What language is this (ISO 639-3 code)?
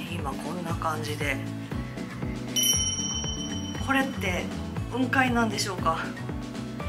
jpn